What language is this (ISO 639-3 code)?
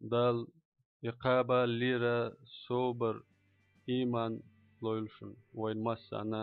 che